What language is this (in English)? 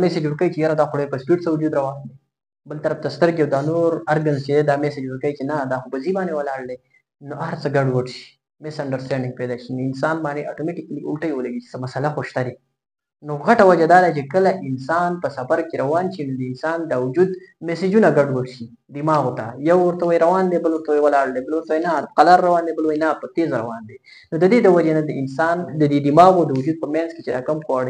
Pashto